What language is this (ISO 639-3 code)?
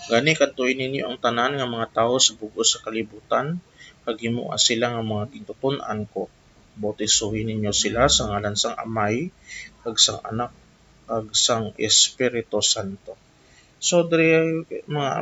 hil